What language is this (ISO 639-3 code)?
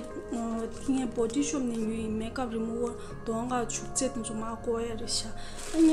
bod